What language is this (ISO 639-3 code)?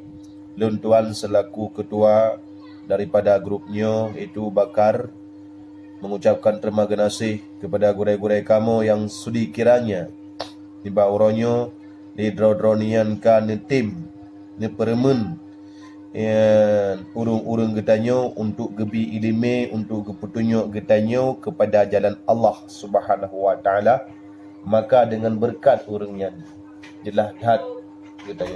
ace